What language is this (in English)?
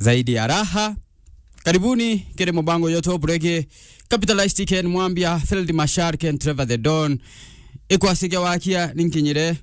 Meru